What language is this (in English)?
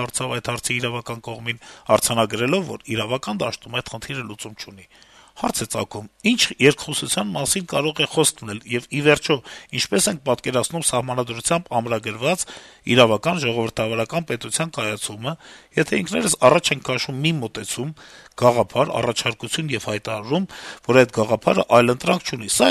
Armenian